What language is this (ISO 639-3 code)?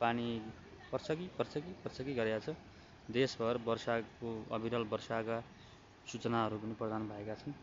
nep